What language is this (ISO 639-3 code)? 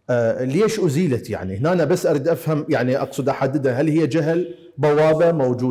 acm